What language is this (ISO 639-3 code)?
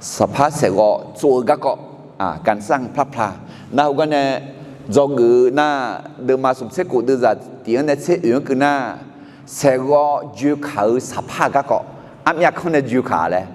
ahk